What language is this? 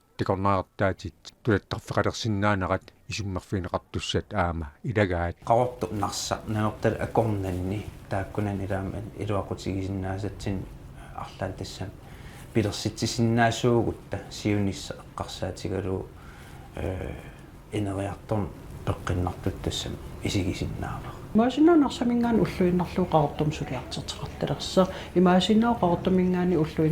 Kalaallisut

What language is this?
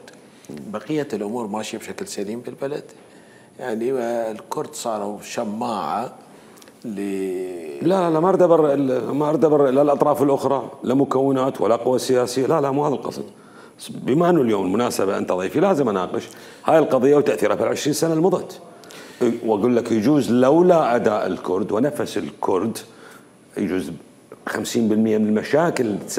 Mesopotamian Arabic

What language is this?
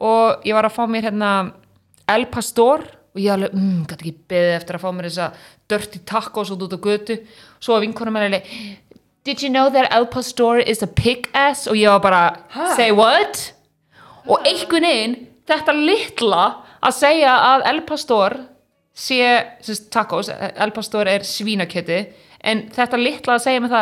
Icelandic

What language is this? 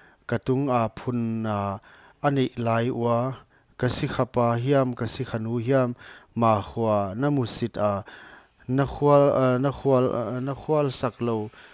Paite Chin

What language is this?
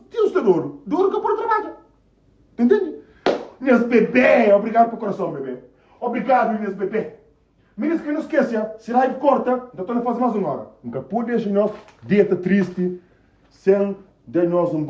Kabuverdianu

